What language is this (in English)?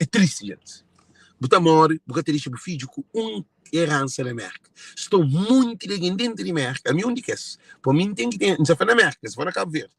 Kabuverdianu